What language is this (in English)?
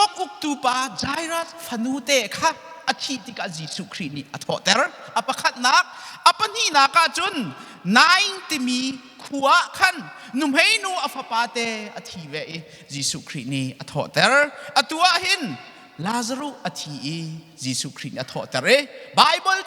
Hakha Chin